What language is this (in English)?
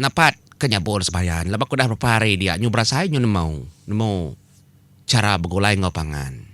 Iban